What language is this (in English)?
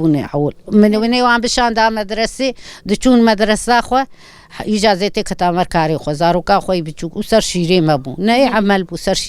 Kurdish